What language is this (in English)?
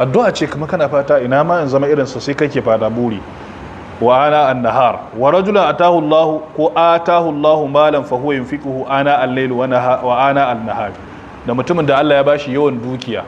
Hausa